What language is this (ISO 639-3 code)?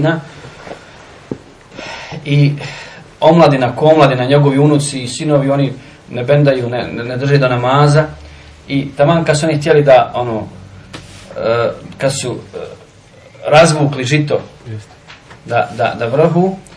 bos